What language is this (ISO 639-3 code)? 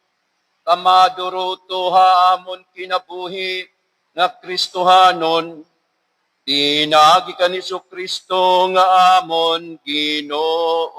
war